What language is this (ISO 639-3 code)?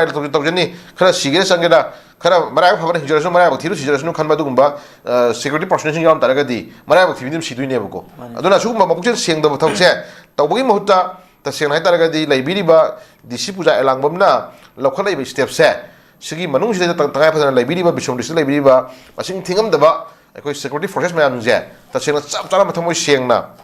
mni